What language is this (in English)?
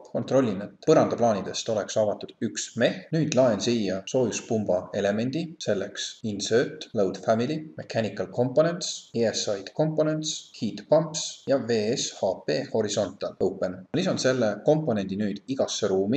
Estonian